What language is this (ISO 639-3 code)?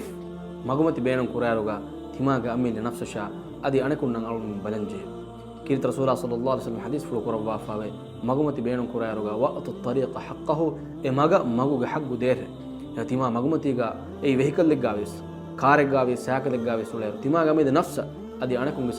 div